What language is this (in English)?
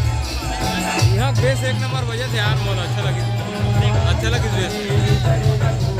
Chhattisgarhi